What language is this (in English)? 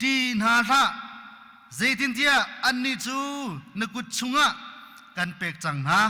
Hakha Chin